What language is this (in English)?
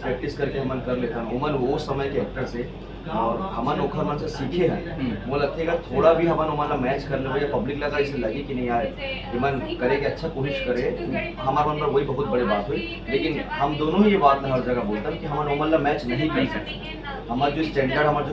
Chhattisgarhi